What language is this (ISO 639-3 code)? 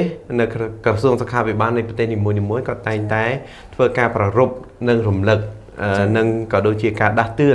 khm